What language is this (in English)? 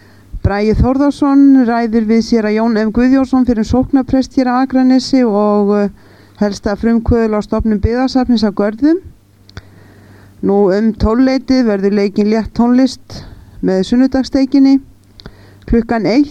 Icelandic